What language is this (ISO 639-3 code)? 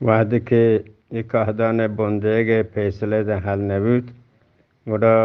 bgp